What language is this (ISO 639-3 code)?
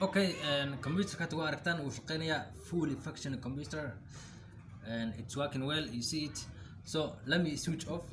som